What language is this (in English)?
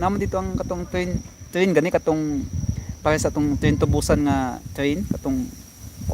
Cebuano